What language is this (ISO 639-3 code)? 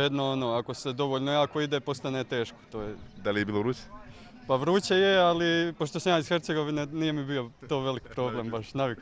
bos